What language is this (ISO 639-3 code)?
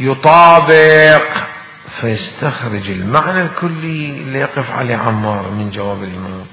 acm